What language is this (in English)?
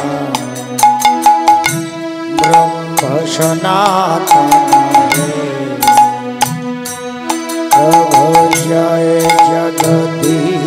Bangla